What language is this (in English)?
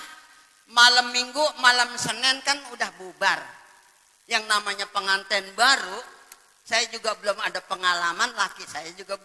Betawi